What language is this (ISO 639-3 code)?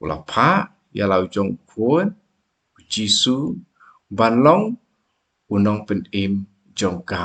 kha